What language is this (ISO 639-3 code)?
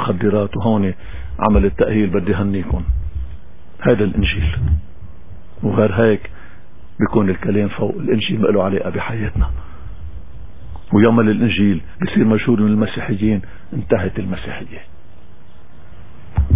apc